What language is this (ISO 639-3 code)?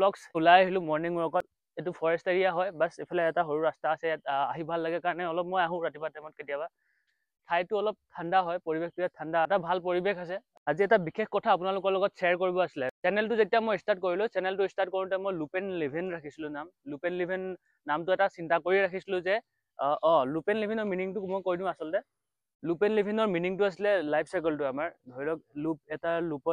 asm